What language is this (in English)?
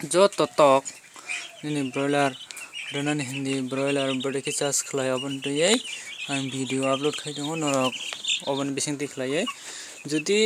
Kok Borok